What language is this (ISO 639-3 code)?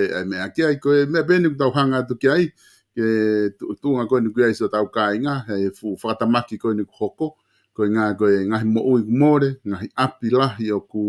ton